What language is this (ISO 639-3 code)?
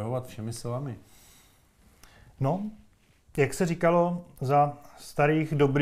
ces